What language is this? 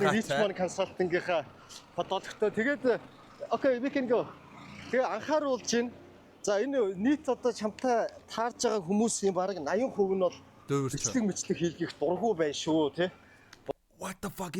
Mongolian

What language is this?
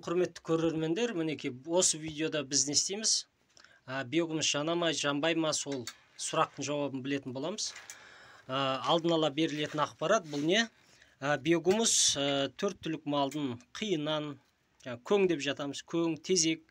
Kazakh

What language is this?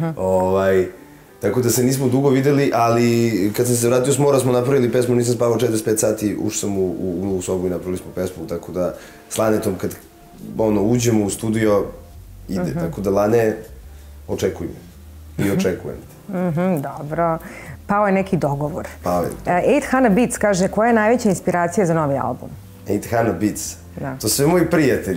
Serbian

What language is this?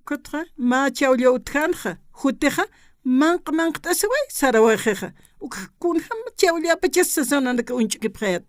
Aymara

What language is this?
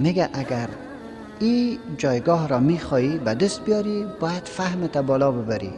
Persian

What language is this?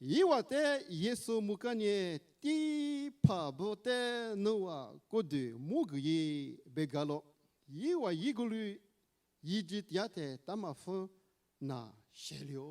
Lisu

